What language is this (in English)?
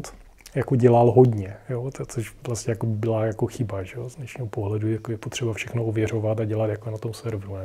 Czech